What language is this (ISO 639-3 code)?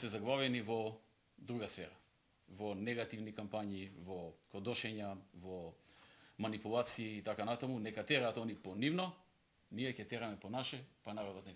mkd